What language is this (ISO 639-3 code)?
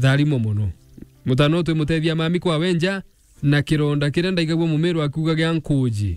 mer